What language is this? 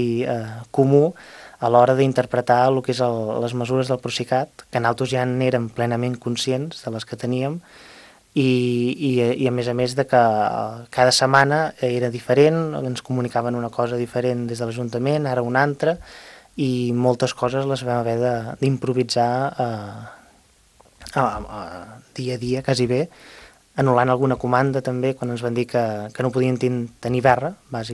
Catalan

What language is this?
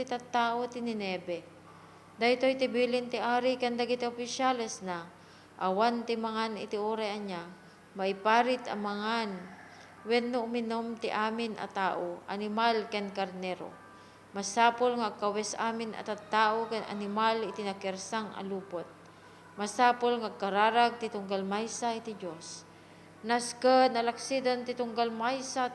Iloko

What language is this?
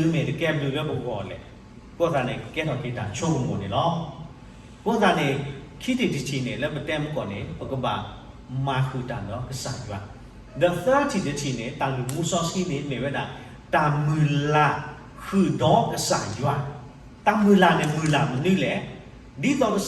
S'gaw Karen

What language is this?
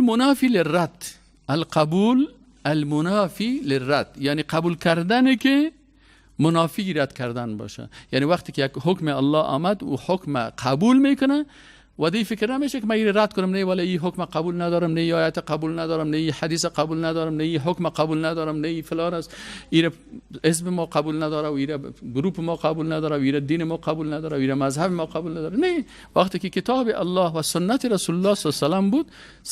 Persian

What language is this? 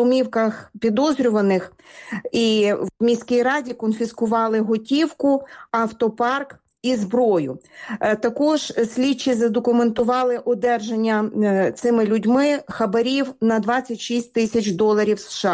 Ukrainian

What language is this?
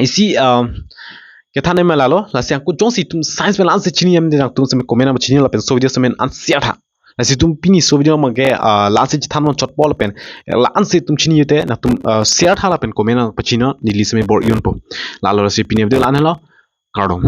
Karbi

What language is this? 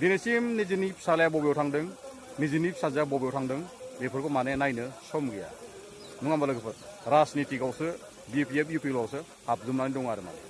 Bodo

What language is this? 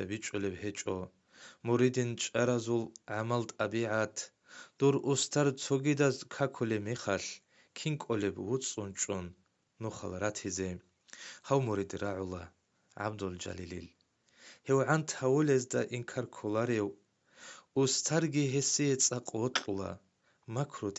Avaric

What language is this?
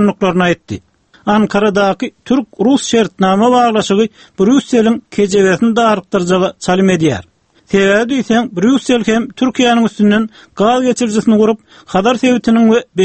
Turkmen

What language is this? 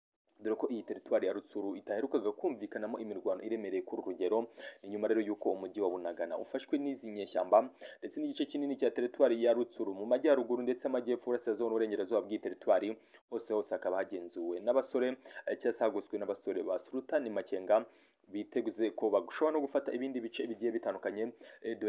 Kinyarwanda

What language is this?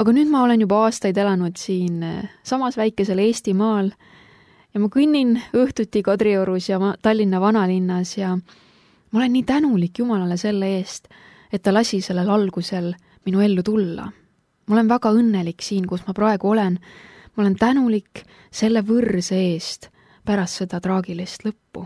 Estonian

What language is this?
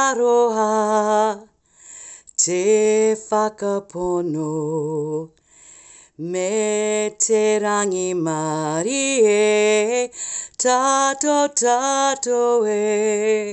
Māori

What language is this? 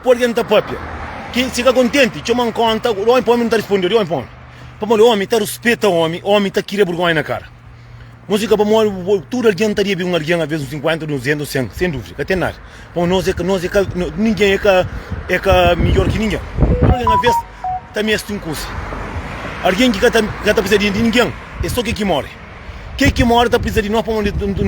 Kabuverdianu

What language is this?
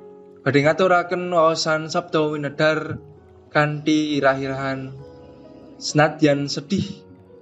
Javanese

